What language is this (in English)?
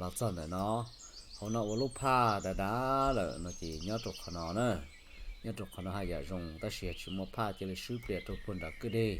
Hmong